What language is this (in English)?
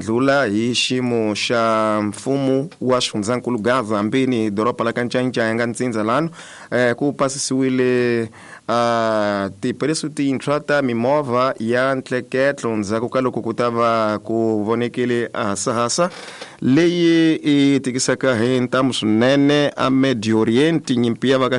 Tsonga